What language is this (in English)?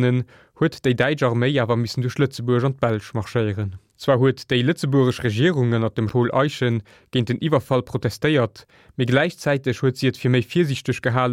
Luxembourgish